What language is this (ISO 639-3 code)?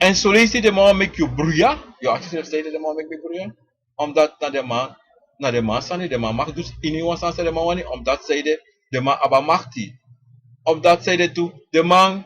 srn